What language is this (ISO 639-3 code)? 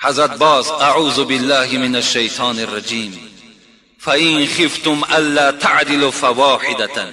tgk